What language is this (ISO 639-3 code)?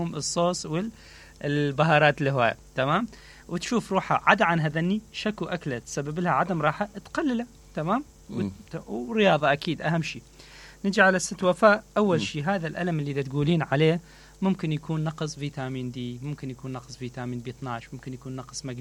acm